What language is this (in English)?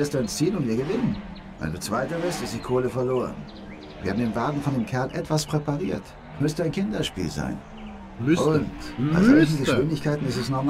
German